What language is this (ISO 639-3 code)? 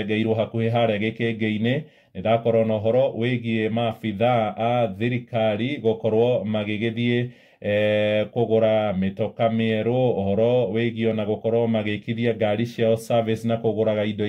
kik